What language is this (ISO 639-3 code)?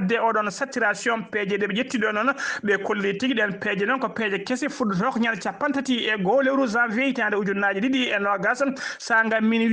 ful